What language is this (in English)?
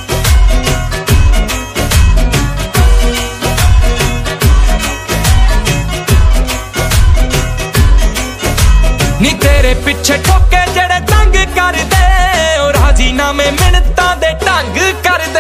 Punjabi